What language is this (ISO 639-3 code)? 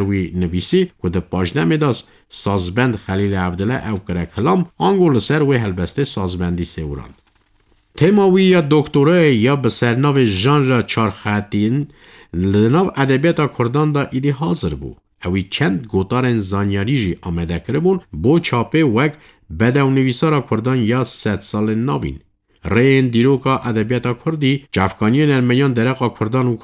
kur